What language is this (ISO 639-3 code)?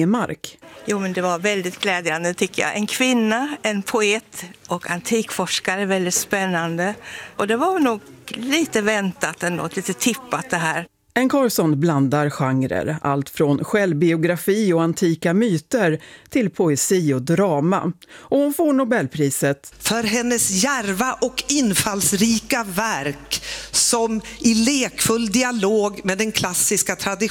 swe